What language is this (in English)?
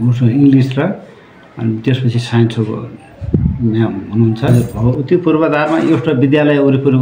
Nepali